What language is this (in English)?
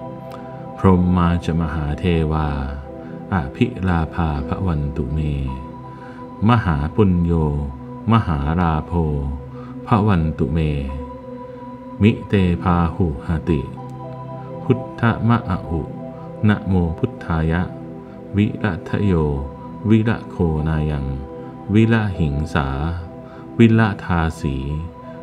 Pali